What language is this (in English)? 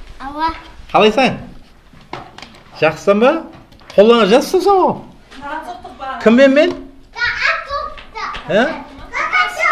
Kazakh